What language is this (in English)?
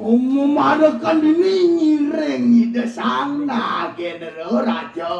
Balinese